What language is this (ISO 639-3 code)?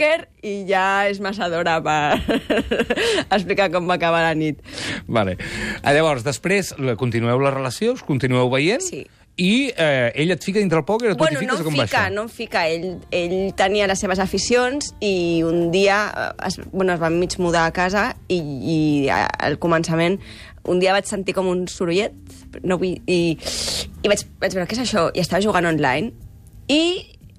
cat